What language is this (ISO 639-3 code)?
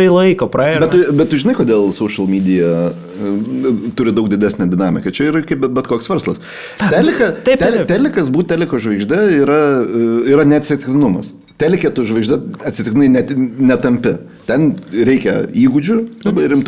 lit